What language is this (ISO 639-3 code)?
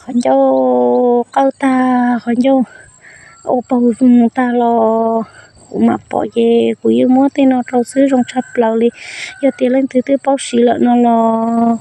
hmn